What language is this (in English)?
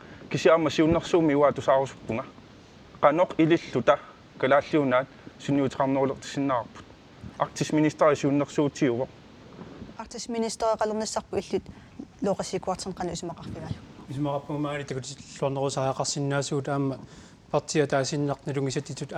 Kalaallisut